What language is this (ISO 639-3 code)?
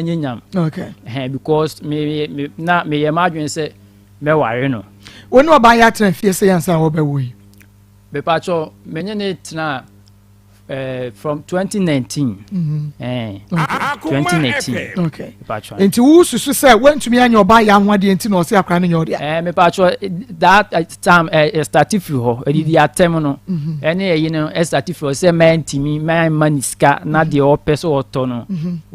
aka